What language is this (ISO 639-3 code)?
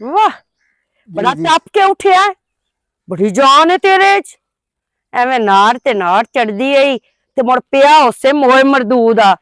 lah